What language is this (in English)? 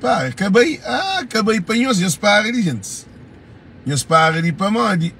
Kabuverdianu